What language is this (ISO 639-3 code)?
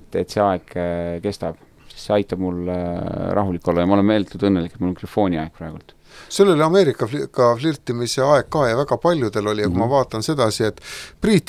est